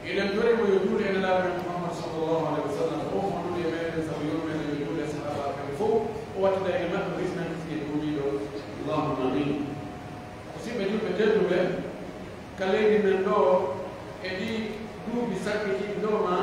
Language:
Pular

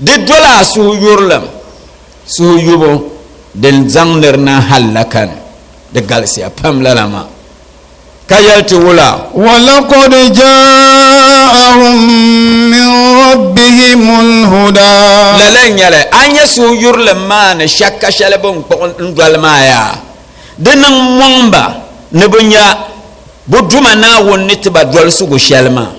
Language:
Dagbani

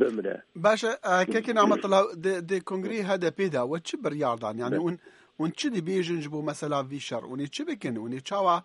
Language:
Kurdish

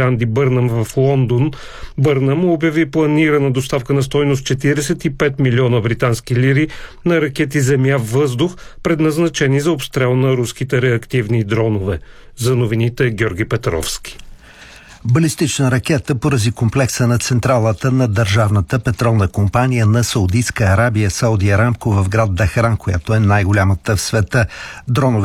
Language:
Bulgarian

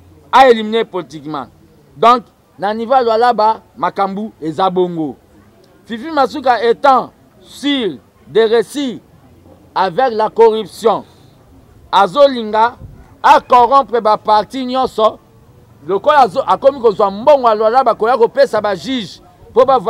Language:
Lingala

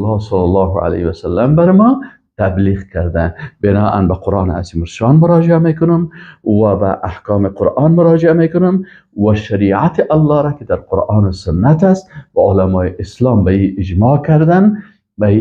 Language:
Persian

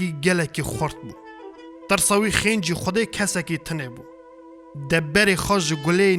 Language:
Kurdish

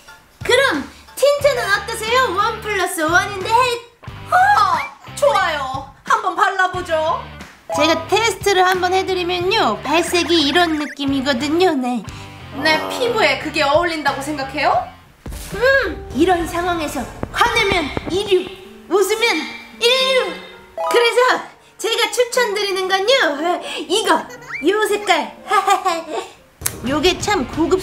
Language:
Korean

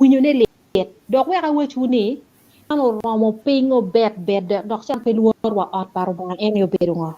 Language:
Acoli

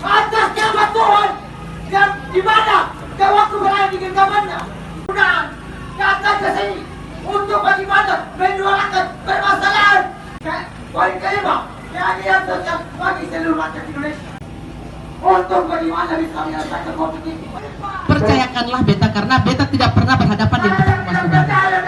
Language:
Ambonese Malay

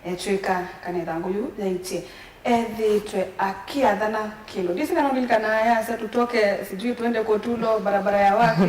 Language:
Kamba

